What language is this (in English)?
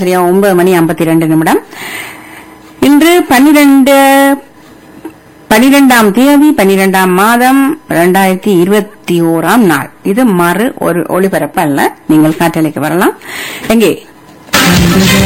Tamil